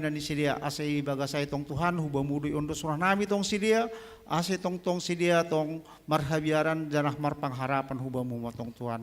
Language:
Batak Simalungun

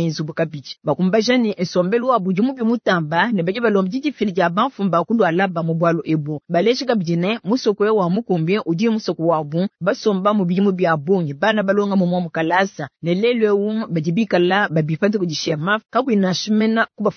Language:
Luba-Lulua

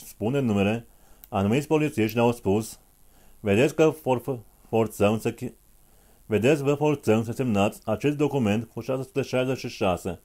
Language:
Romanian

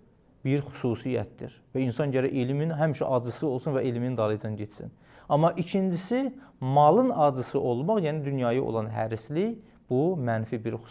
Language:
Azerbaijani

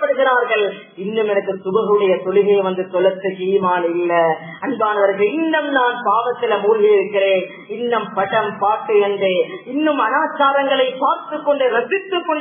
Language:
Tamil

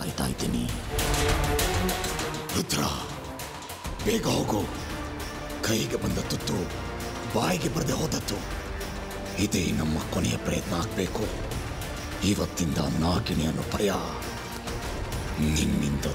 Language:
Kannada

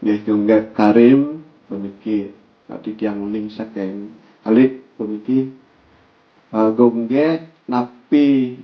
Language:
Balinese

